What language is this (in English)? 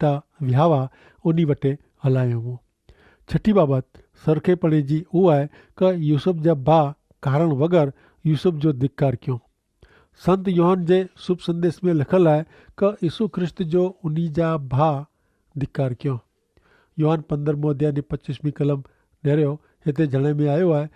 Kachhi